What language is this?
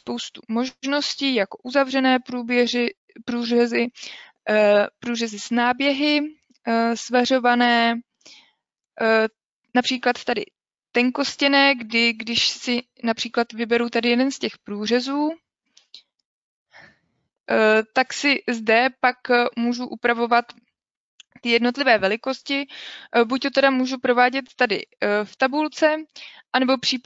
Czech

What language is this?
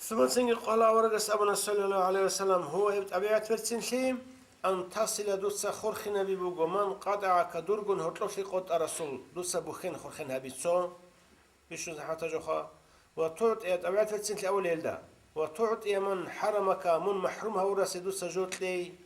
Avaric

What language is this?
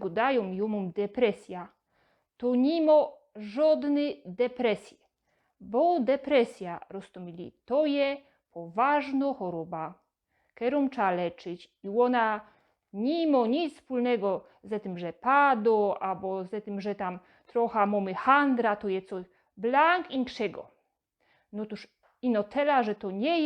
Silesian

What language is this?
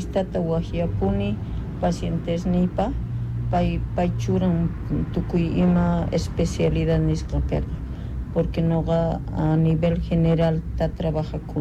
South Bolivian Quechua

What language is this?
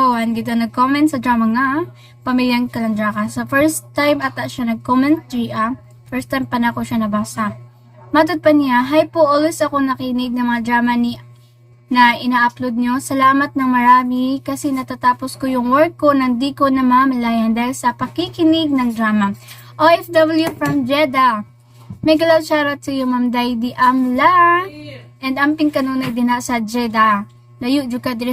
Cebuano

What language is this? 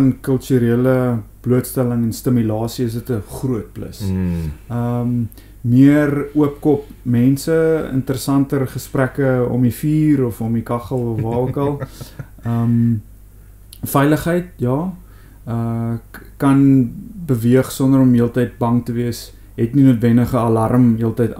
Afrikaans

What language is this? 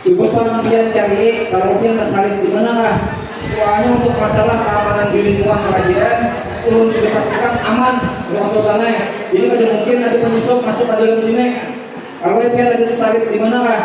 Banjar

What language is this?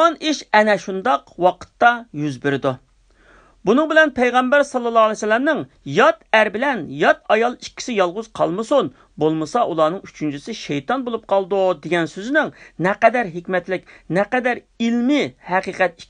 Uyghur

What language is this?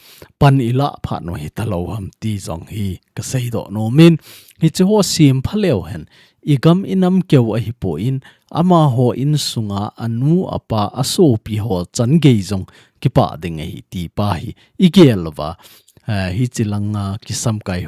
Thado Chin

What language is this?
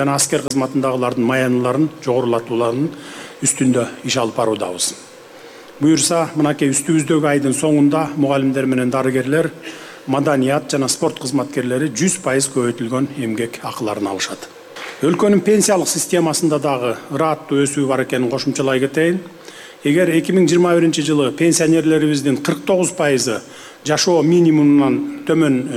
Kyrgyz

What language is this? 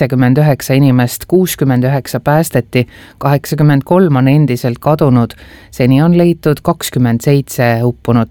Estonian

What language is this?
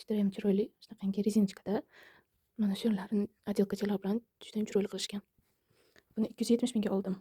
Uzbek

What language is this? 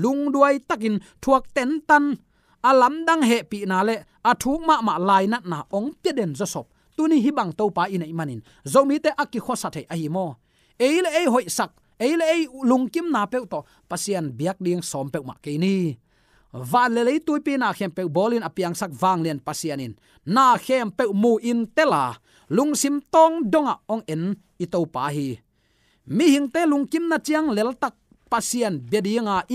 Tedim Chin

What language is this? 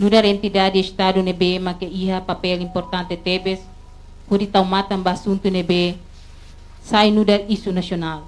Tetum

